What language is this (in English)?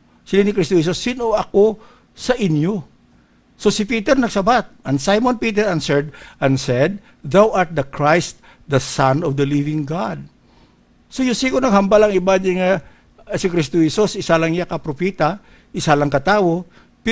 Hiligaynon